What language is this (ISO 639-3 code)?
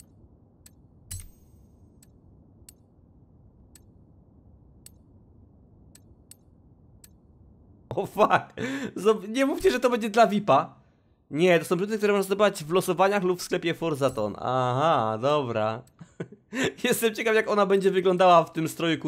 pol